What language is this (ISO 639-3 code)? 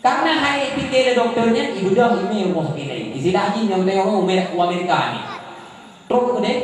ace